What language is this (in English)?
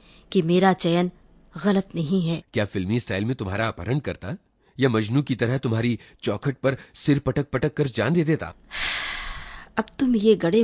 Hindi